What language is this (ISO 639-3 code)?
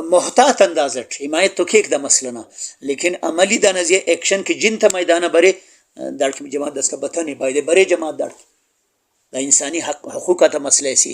brh